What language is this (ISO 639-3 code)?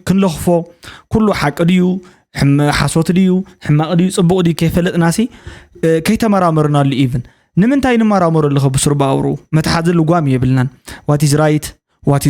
tir